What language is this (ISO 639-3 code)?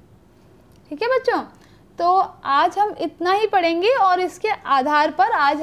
hin